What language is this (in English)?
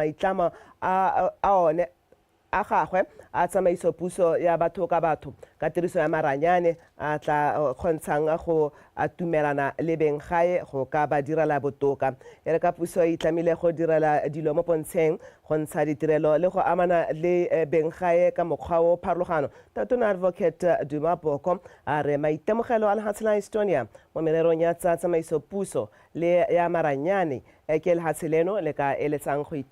Tswana